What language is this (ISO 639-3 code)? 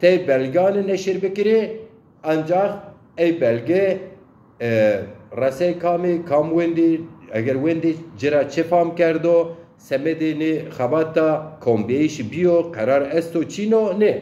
zza